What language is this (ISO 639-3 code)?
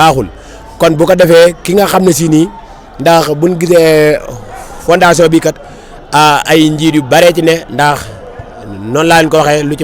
wol